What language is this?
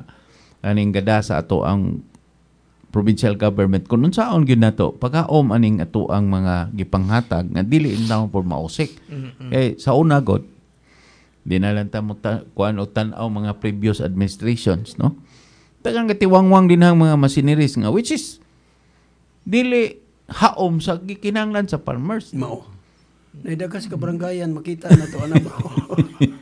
Cebuano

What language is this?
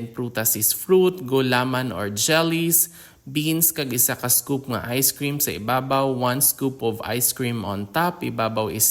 Hiligaynon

